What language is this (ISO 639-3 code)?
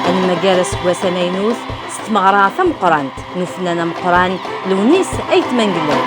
kab